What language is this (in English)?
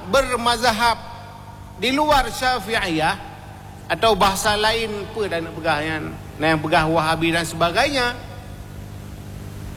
Malay